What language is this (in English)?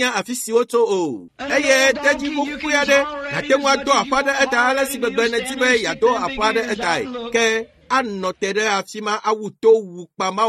Ewe